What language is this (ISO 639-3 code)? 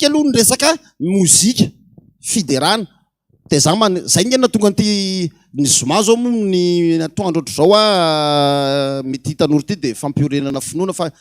mlg